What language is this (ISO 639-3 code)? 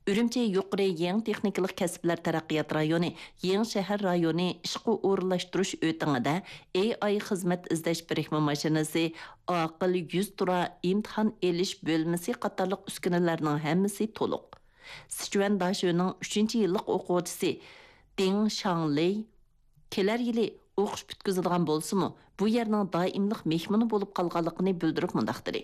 uig